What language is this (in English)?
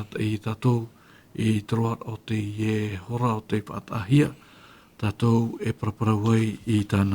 Tahitian